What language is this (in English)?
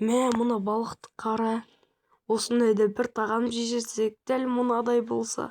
Kazakh